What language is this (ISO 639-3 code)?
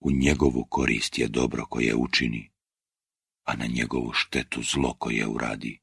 hrv